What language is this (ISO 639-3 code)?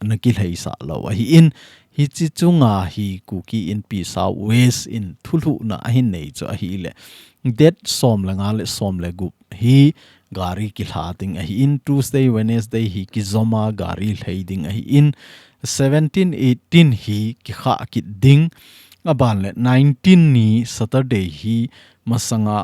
tcz